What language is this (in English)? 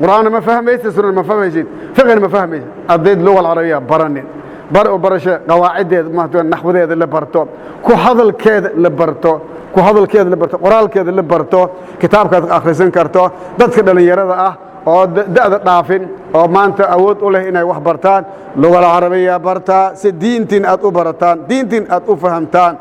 Somali